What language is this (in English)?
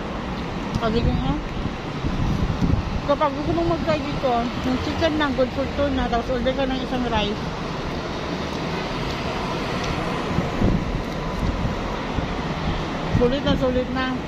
Filipino